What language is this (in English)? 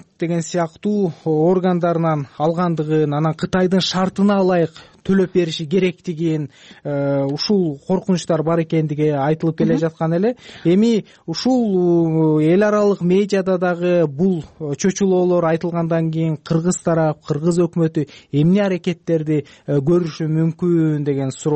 Kyrgyz